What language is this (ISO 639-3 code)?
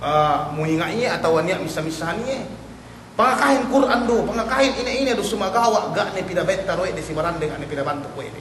yka